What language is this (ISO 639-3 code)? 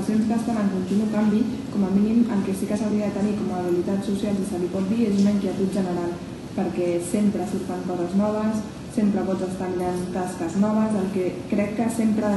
cat